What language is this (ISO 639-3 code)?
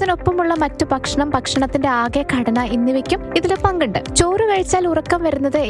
mal